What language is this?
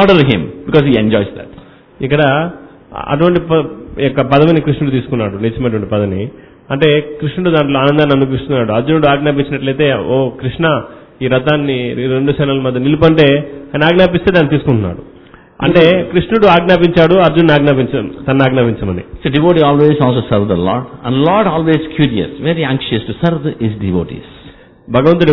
Telugu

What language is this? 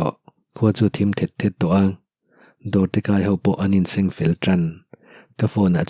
Mizo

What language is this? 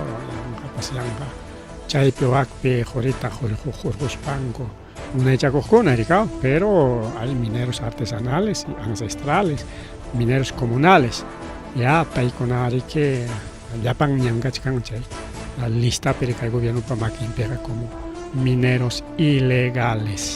Ayacucho Quechua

